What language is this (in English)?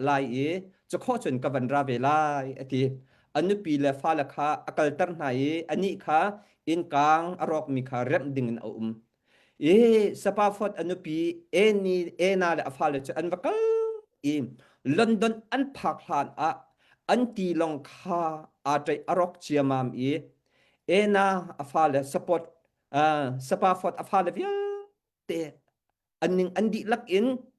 Hakha Chin